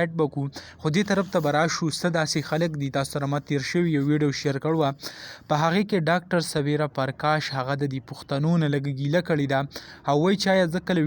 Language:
Pashto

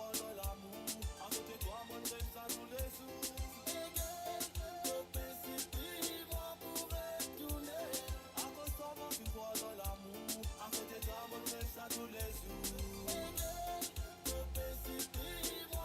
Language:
Morisyen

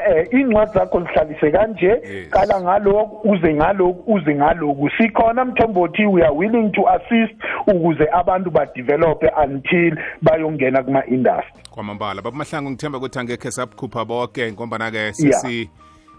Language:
South Ndebele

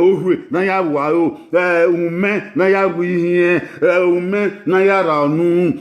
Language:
Bini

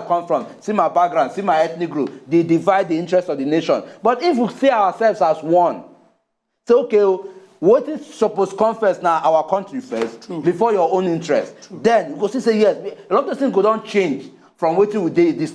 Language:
Nigerian Pidgin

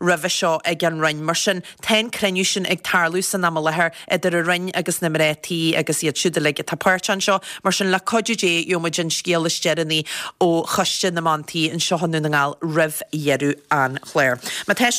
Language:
Irish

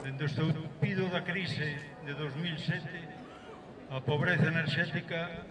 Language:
Galician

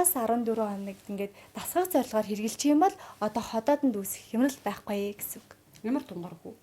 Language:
Mongolian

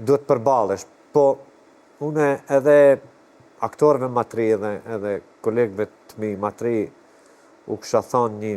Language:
Albanian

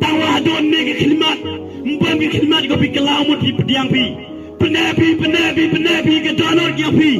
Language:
Khasi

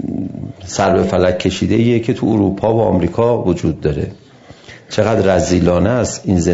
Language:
Persian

